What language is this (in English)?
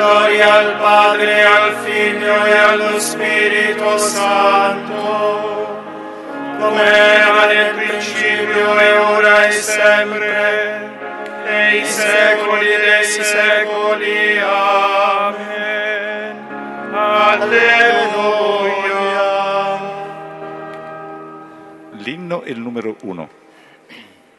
Italian